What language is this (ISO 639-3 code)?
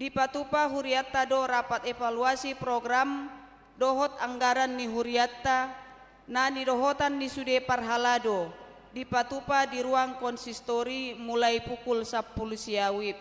bbc